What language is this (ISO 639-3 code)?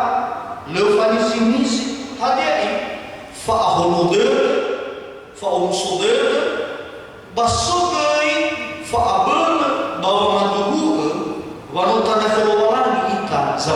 nia